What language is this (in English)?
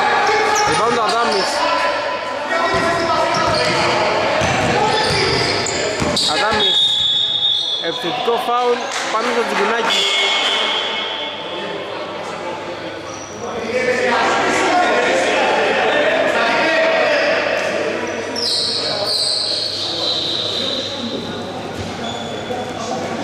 Greek